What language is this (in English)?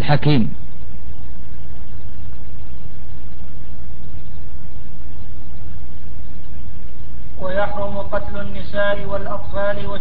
Arabic